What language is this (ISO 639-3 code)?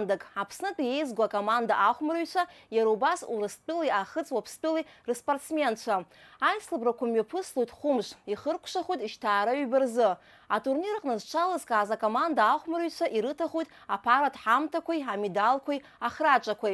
abk